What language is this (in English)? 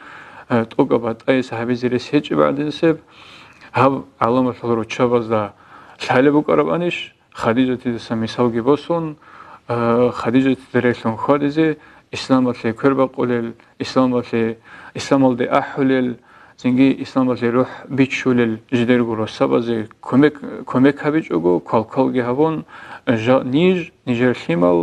Avaric